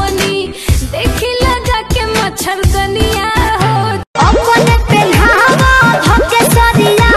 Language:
Bhojpuri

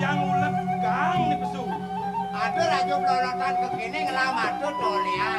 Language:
Balinese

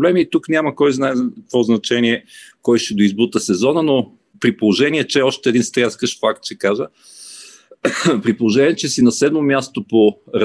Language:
Bulgarian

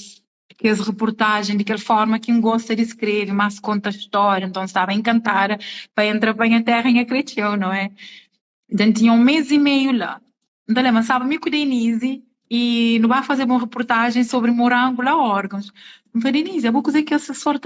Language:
Kabuverdianu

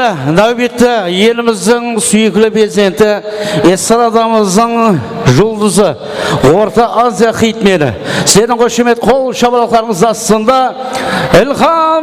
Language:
Kara-Kalpak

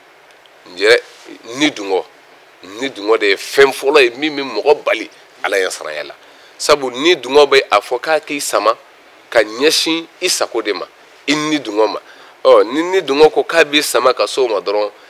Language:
Bambara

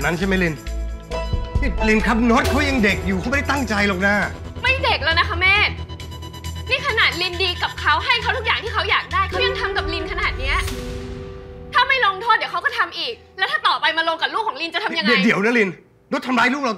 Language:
Thai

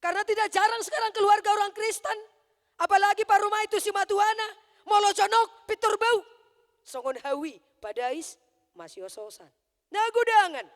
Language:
Batak Toba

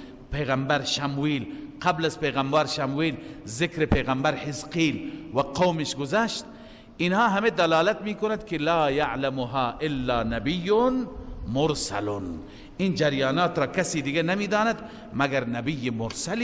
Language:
Persian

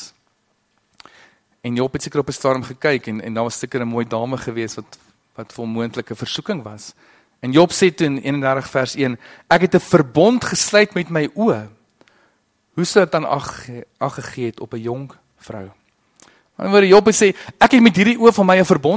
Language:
Afrikaans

